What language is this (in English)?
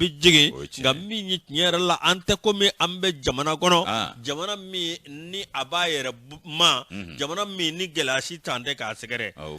Bambara